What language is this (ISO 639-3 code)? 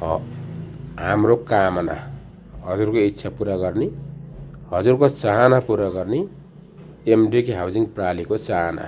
nep